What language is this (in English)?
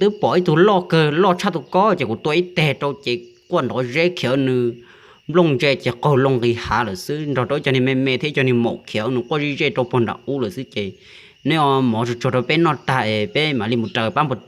Hmong